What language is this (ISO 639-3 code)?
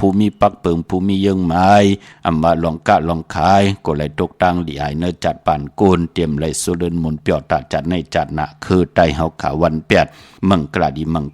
shn